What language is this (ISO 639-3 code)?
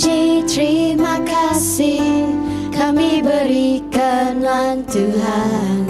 iba